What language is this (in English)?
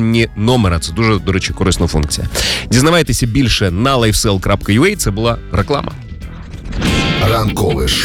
Ukrainian